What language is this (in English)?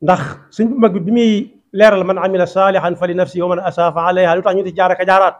Wolof